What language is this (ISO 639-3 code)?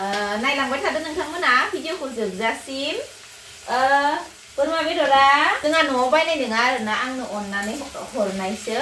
brx